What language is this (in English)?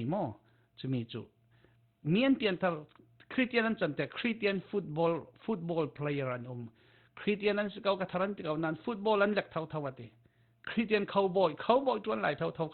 Falam Chin